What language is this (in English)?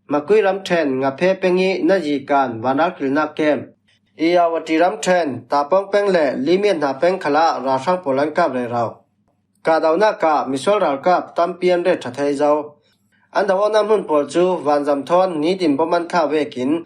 Falam Chin